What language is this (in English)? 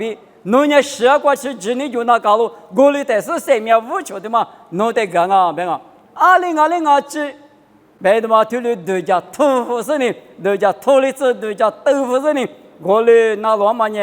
Lisu